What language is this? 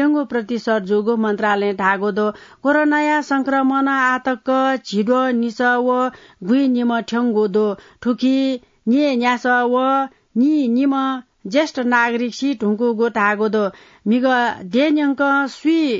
Newari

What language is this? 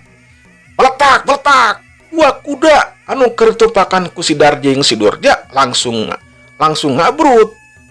Sundanese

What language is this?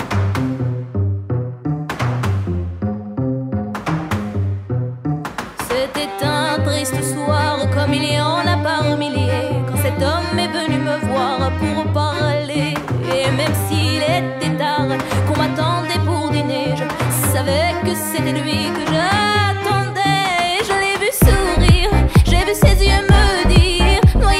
French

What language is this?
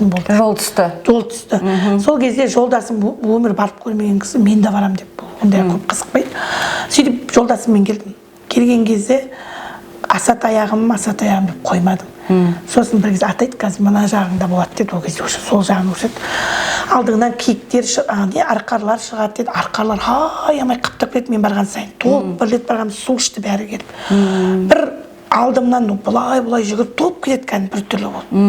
Kazakh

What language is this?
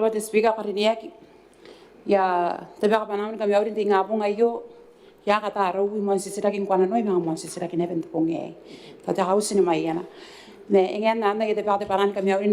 Gilbertese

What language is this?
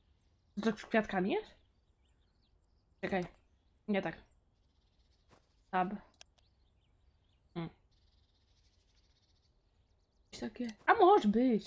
Polish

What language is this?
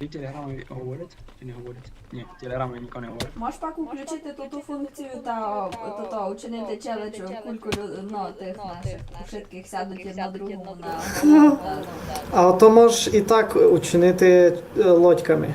Rusyn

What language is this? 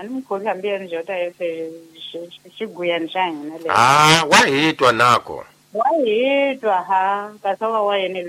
Tsonga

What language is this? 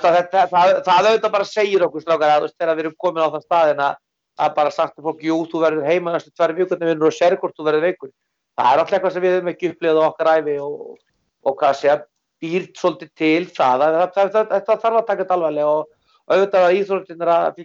Icelandic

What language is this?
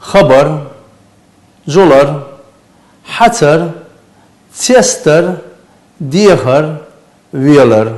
Chechen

